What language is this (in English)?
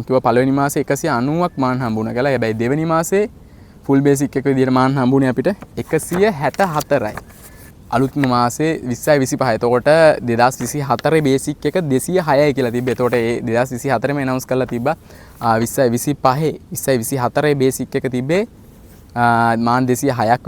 Sinhala